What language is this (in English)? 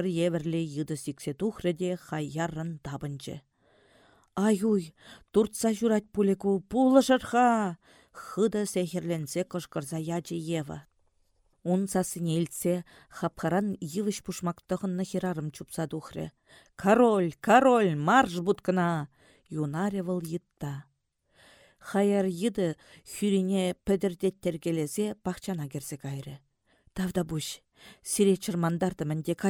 Chuvash